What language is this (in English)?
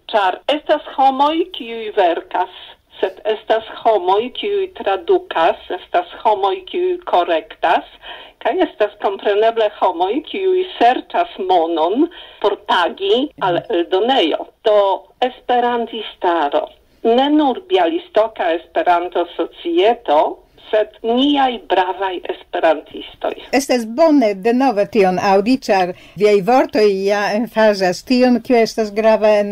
Esperanto